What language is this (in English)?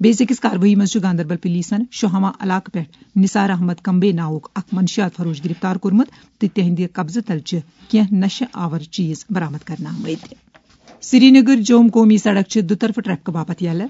Kashmiri